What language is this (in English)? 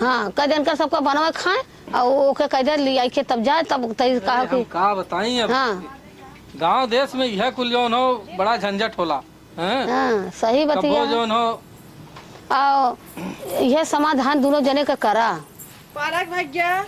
Awadhi